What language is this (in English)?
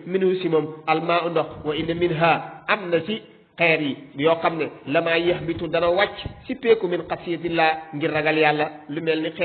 Wolof